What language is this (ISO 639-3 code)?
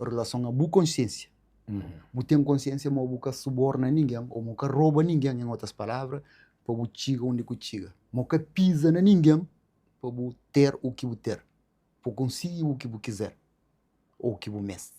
kea